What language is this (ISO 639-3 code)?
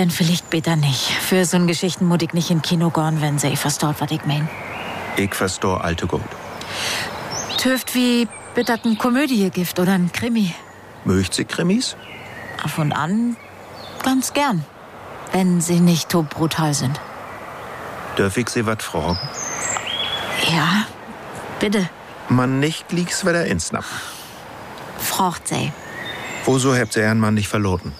deu